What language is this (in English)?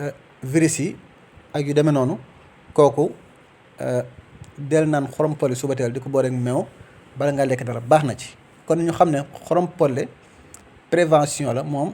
Wolof